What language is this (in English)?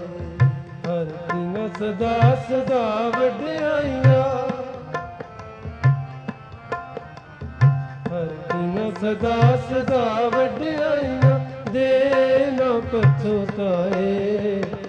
Punjabi